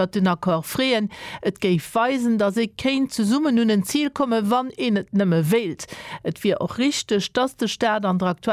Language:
Luxembourgish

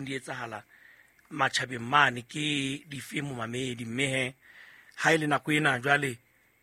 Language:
Southern Sotho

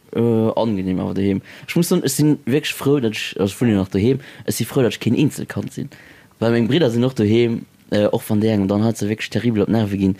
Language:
Luxembourgish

